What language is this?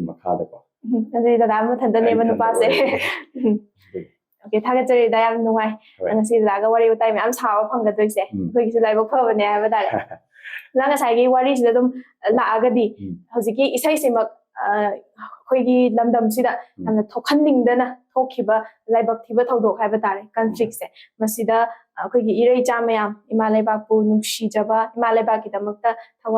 Manipuri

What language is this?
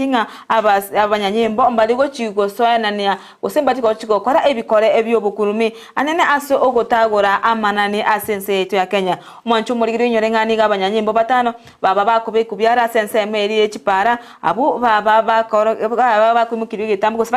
Gusii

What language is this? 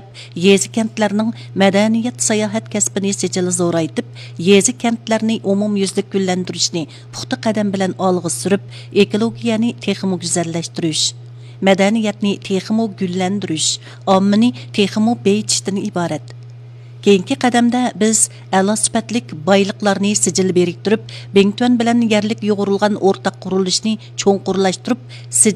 Uyghur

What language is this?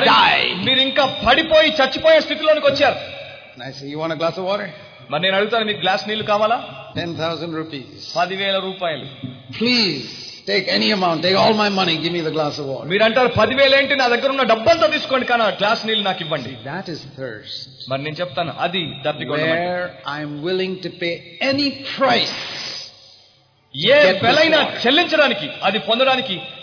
Telugu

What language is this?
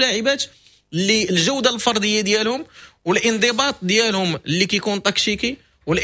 Moroccan Arabic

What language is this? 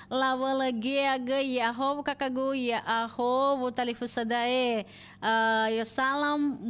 Nias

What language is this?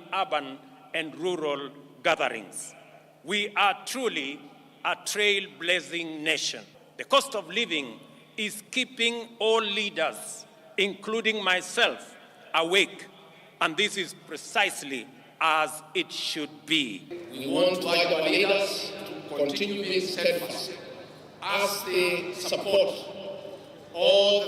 Kamba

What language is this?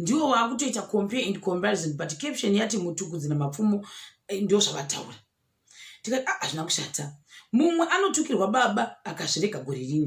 Shona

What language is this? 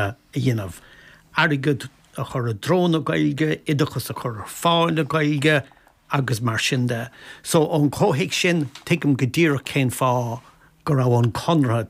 Irish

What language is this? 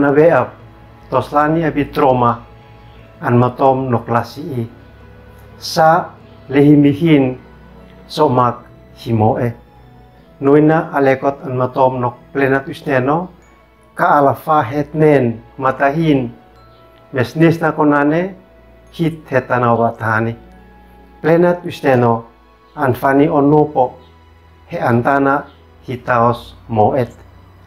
Uab Meto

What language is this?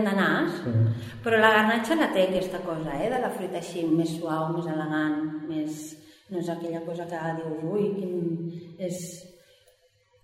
Catalan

